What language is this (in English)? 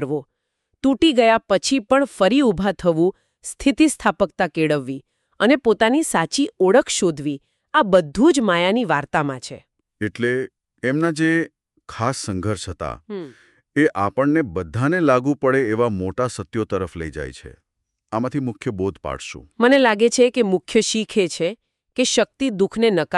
Gujarati